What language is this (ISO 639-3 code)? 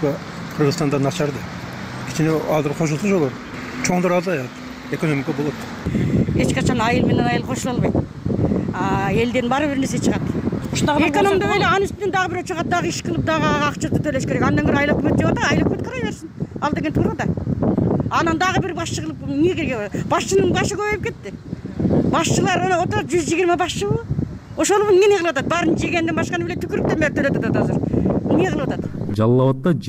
kir